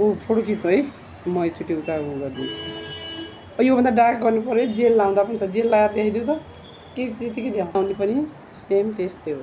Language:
Nepali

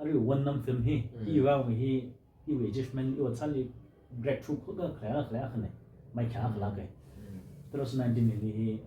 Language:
Tangkhul Naga (India)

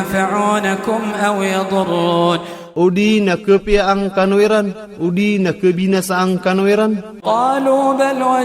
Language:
Iranun (Philippines)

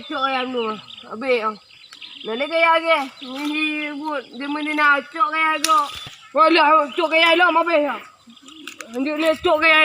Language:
Achinese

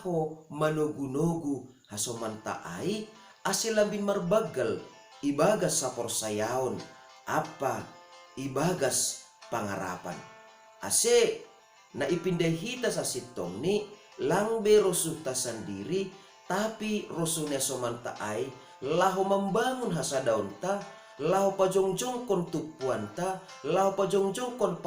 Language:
Batak Simalungun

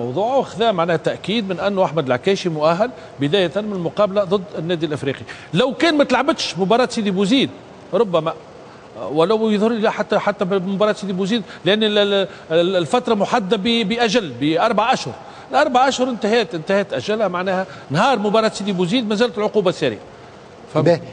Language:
Tunisian Arabic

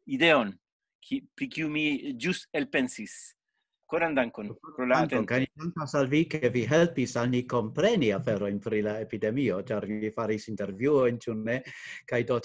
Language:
Esperanto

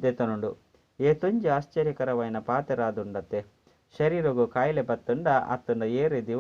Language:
Tulu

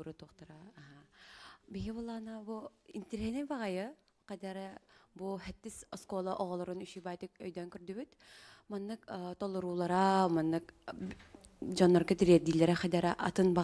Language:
Yakut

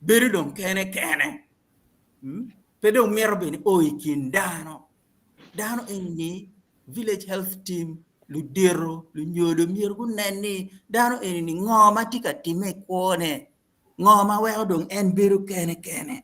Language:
Acoli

